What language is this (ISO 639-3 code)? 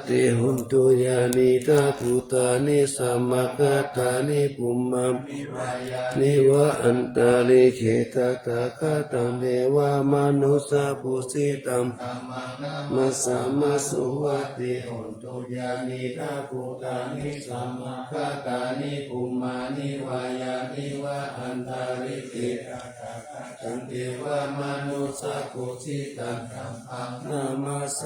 pli